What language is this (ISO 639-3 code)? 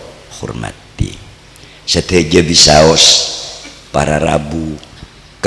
mad